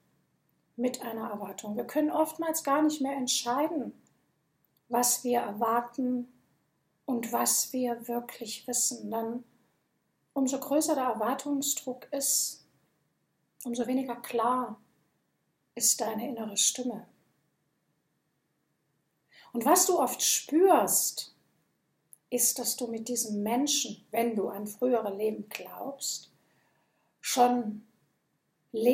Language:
German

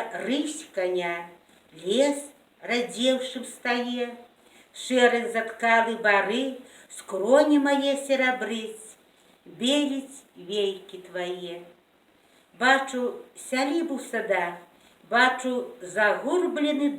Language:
Belarusian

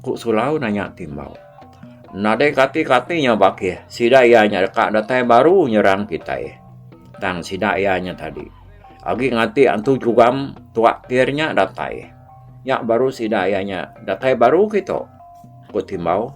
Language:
Iban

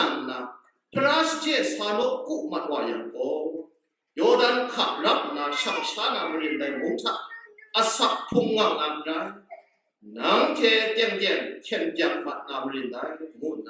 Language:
Kachin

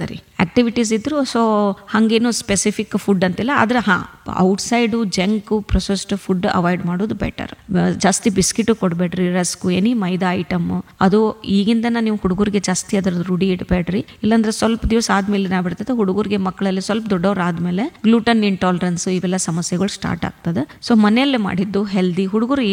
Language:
Kannada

